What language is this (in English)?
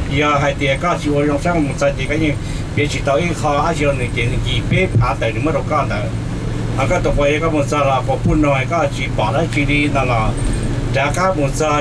Hmong